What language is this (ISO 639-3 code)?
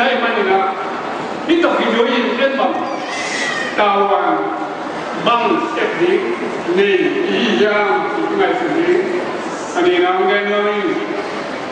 ctd